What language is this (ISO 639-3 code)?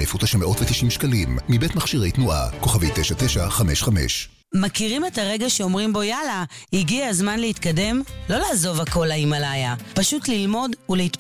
heb